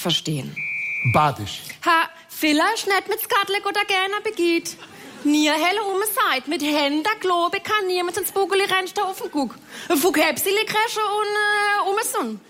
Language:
German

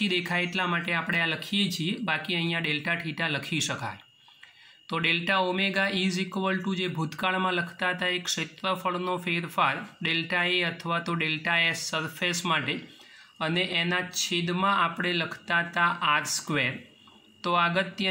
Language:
Gujarati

